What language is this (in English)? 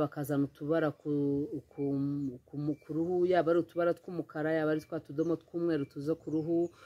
Kinyarwanda